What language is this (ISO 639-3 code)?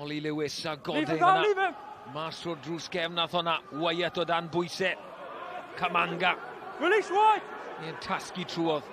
cym